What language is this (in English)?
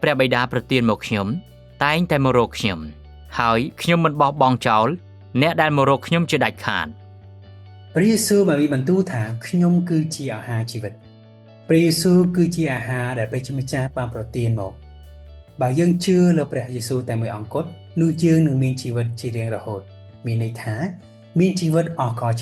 Khmer